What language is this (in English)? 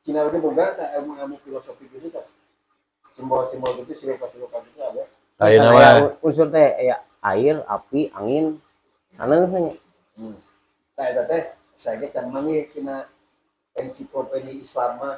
Sundanese